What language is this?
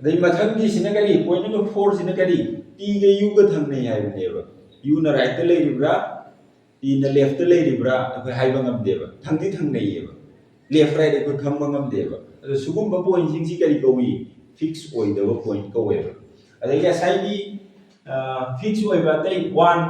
Manipuri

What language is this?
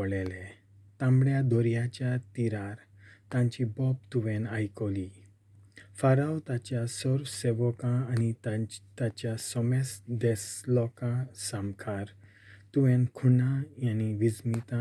Konkani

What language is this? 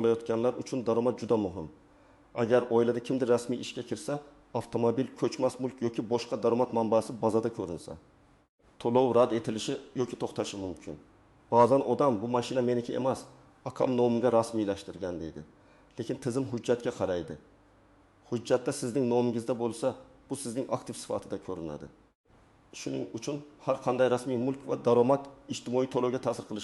Uzbek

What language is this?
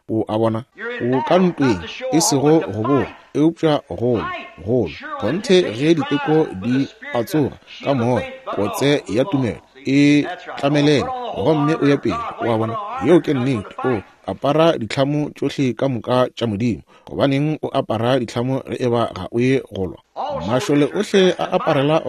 Northern Sotho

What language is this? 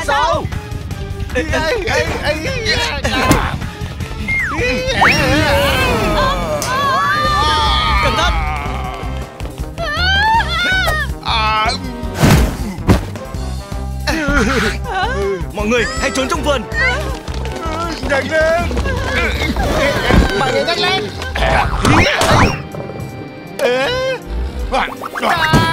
Vietnamese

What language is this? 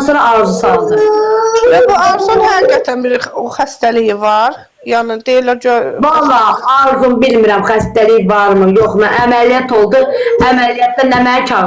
Azerbaijani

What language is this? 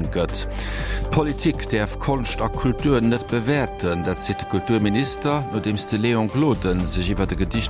Luxembourgish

